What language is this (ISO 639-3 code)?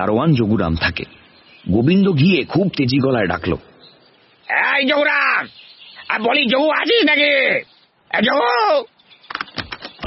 ben